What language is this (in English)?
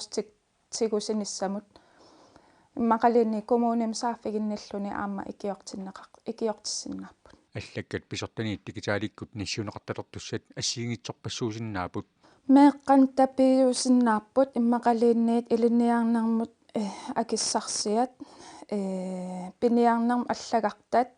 Kalaallisut